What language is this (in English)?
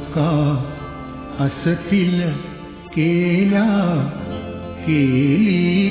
Marathi